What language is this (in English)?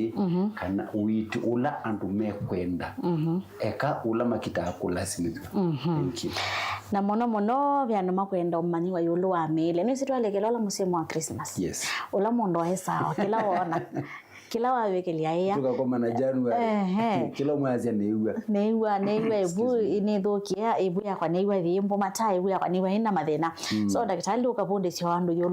Kamba